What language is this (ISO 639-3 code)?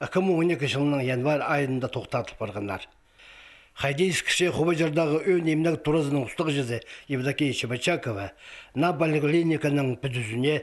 kjh